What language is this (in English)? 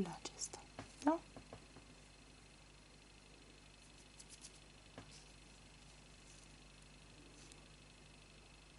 Romanian